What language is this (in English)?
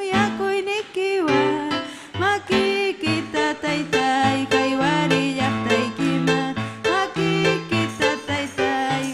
Ayacucho Quechua